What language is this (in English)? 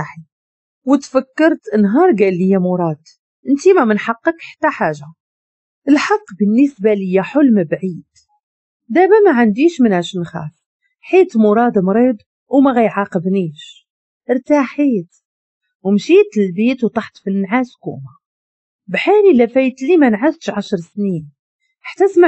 Moroccan Arabic